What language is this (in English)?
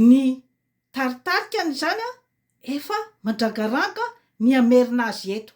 Malagasy